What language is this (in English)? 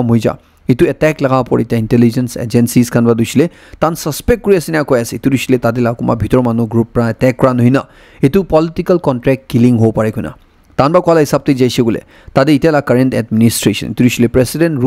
Naga Pidgin